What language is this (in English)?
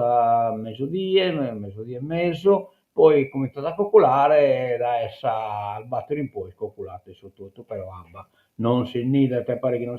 Sardinian